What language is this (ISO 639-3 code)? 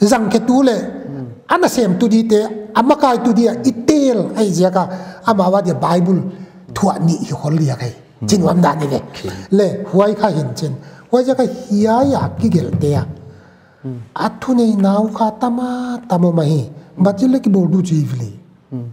pck